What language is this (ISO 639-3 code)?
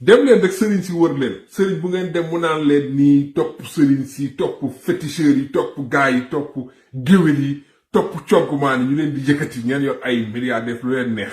wol